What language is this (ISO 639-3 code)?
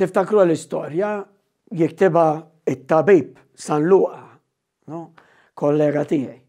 mlt